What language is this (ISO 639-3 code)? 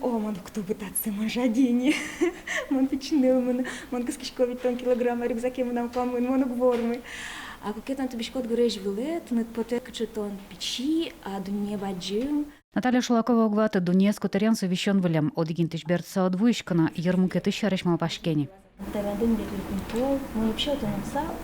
udm